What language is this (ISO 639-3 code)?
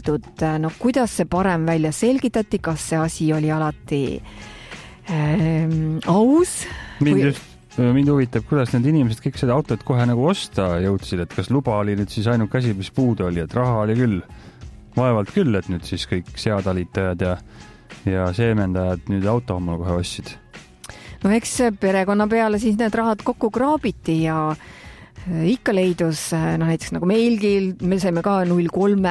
est